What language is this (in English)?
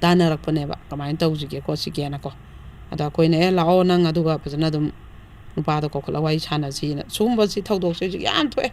Manipuri